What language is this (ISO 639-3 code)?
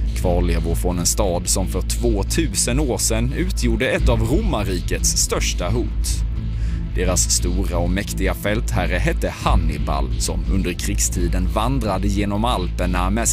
swe